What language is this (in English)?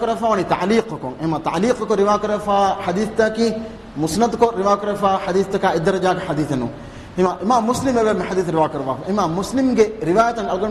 Divehi